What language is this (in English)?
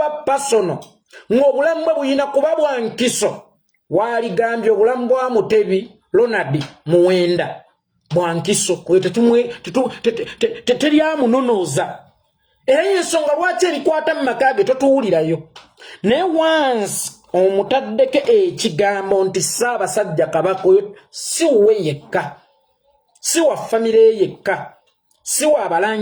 Ganda